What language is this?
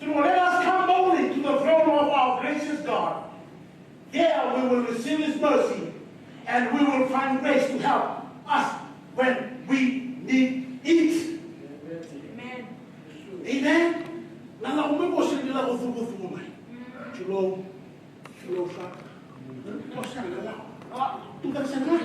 Fijian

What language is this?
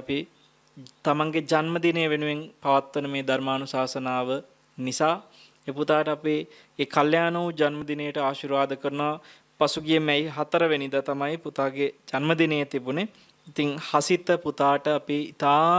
Sinhala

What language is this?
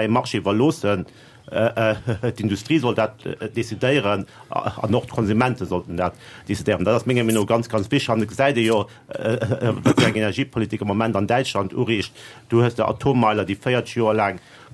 Luxembourgish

